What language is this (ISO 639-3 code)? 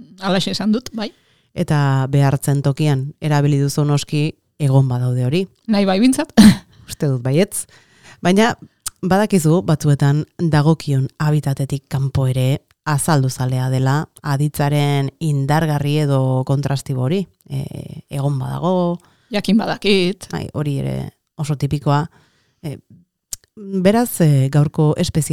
eus